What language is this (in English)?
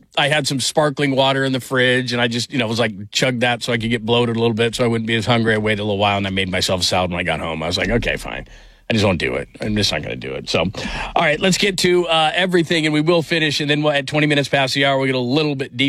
English